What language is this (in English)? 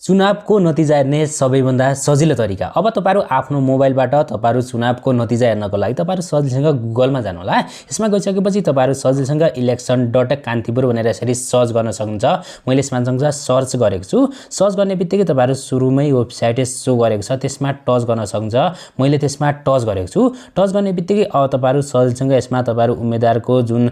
Nepali